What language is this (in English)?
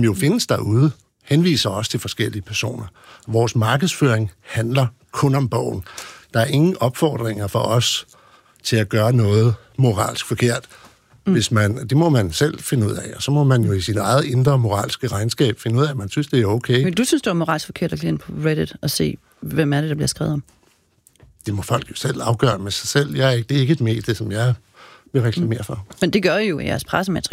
Danish